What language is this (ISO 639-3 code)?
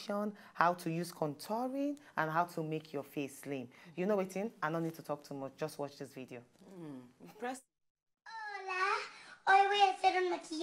pcm